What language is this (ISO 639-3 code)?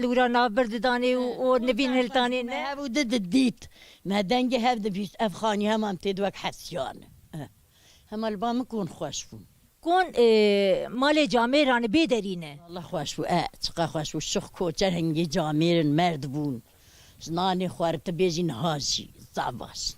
kur